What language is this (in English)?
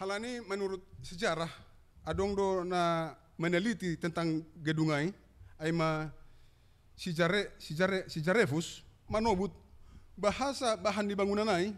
Batak Simalungun